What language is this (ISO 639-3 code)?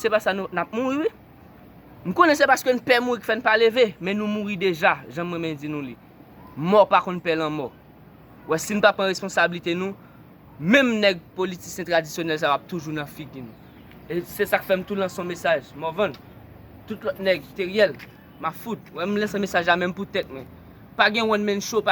hat